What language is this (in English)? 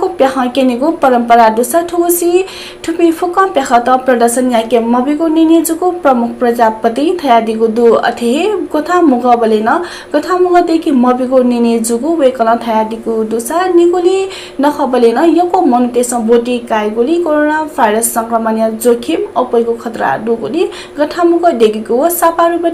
Newari